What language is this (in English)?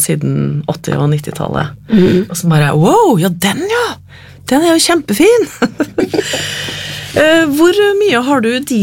Norwegian